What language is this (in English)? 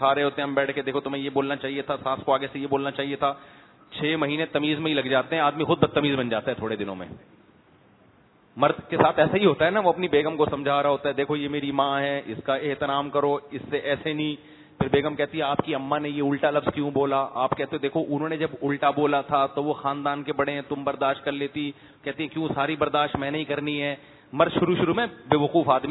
Urdu